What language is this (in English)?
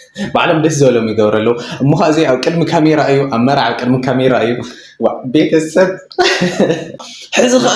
Tigrinya